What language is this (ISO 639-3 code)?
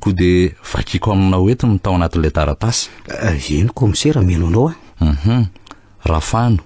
mlg